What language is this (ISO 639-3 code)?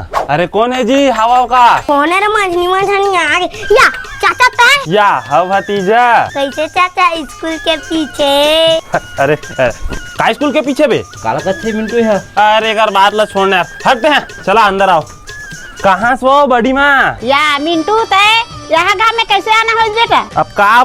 hne